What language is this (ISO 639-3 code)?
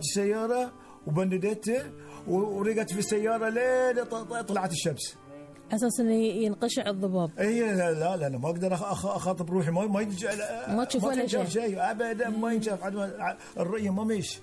afb